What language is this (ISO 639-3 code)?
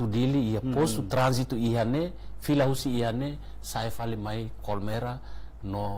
tet